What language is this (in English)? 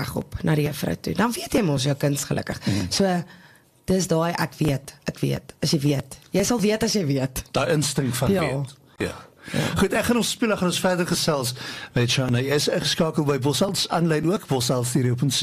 Afrikaans